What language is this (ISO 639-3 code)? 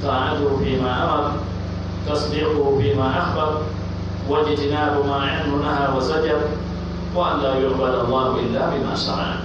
fuf